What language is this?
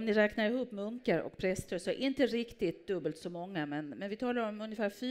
Swedish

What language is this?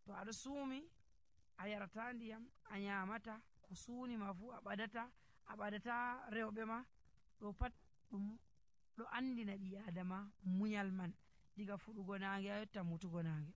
Nigerian Fulfulde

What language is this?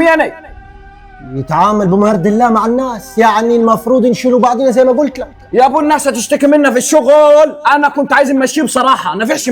Egyptian Arabic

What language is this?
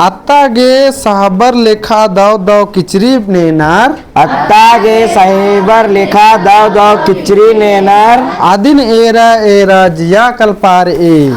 Kurukh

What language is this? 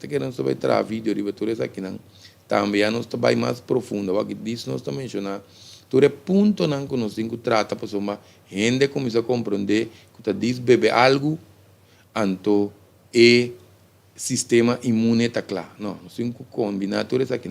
Papiamento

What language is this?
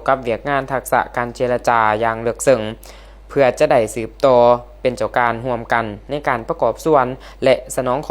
Lao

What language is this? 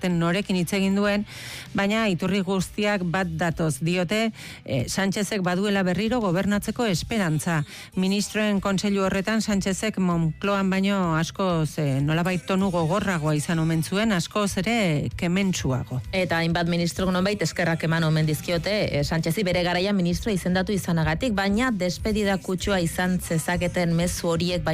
Basque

